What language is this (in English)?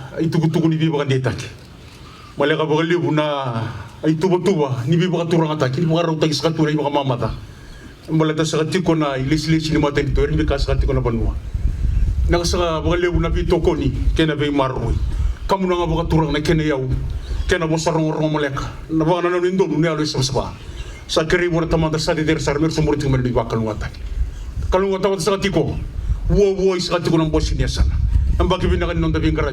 Fijian